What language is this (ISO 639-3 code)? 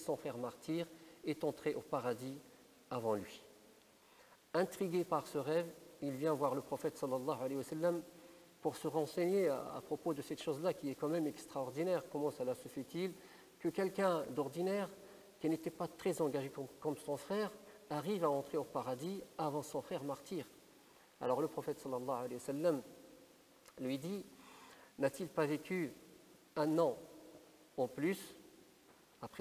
fra